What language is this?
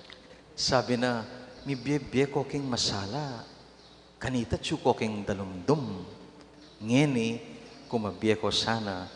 Pampanga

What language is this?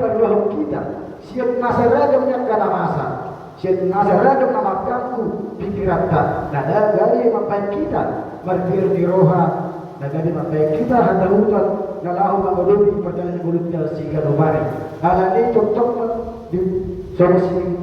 Batak Toba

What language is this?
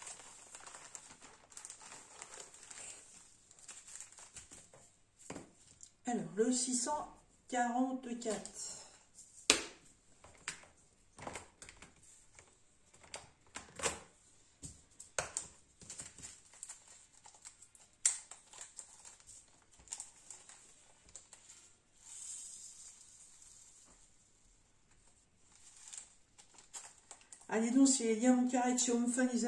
French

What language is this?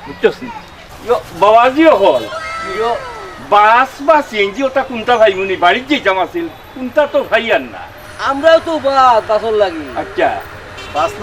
Sylheti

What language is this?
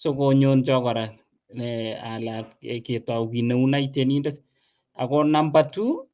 Kalenjin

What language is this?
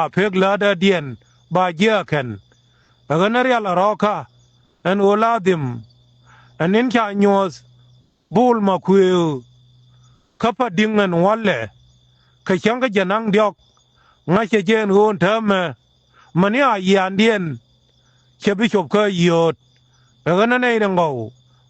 Nuer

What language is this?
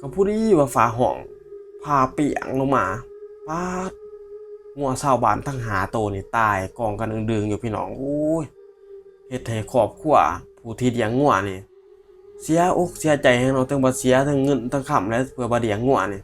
Northeastern Thai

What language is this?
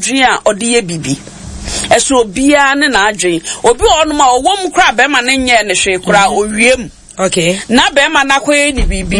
Akan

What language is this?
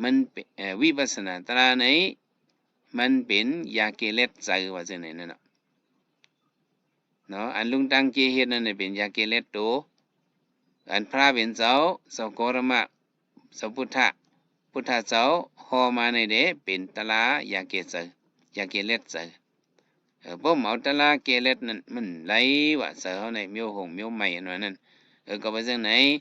Shan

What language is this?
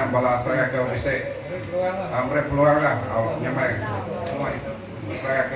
Iban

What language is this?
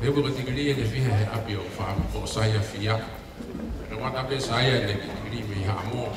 Tongan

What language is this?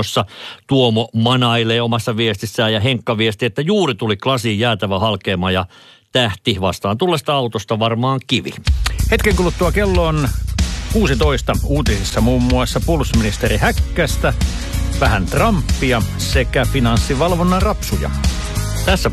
Finnish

